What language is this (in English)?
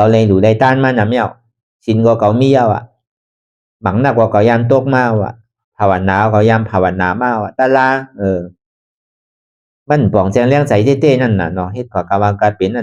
Shan